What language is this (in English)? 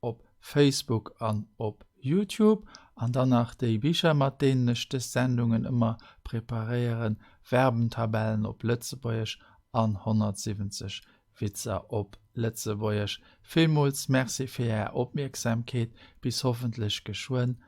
Luxembourgish